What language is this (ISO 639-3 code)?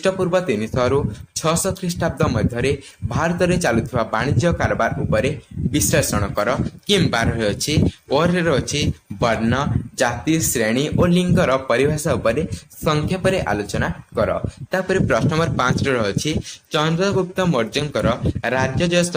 ori